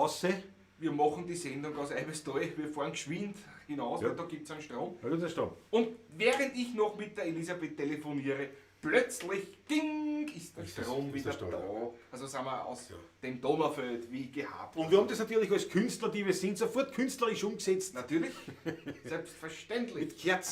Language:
Bavarian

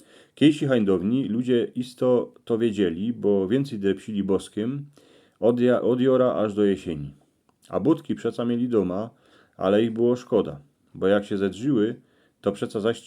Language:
Silesian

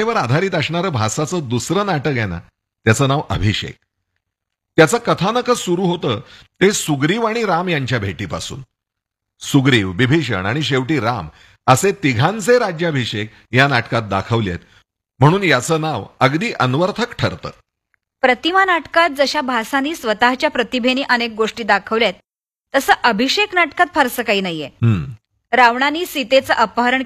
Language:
Marathi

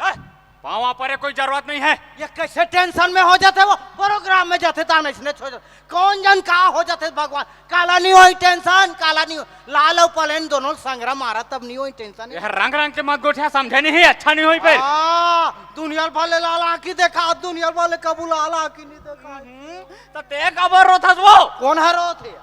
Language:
Chhattisgarhi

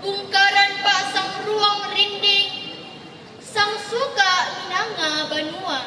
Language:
Toraja-Sa'dan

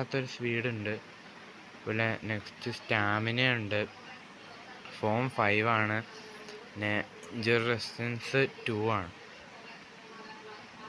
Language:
Malayalam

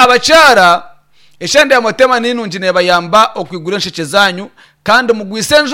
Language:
Nyankole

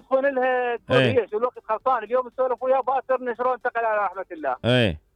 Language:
Mesopotamian Arabic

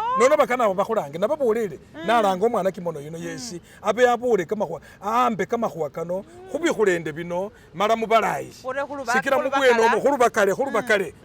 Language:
Masaaba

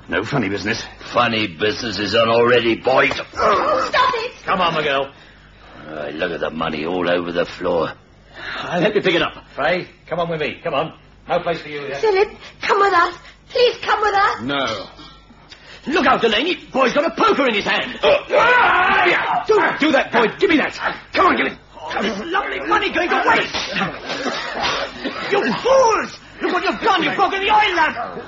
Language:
English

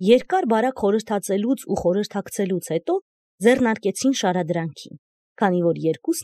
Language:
Armenian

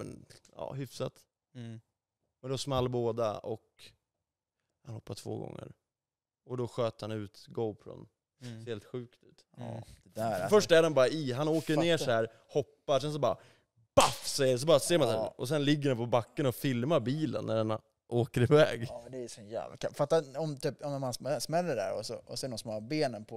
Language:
Swedish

